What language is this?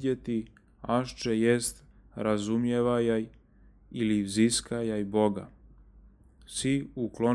Serbian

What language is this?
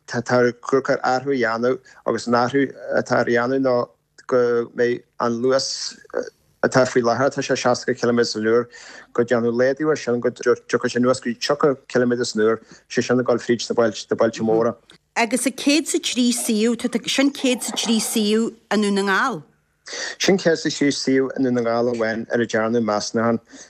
Irish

